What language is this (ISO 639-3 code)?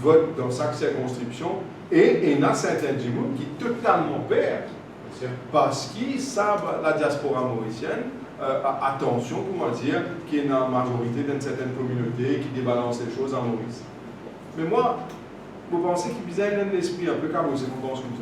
mfe